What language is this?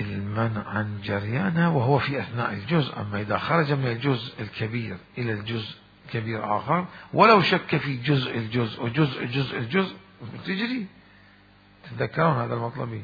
Mesopotamian Arabic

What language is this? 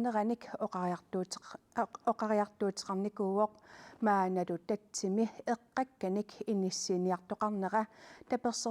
Kalaallisut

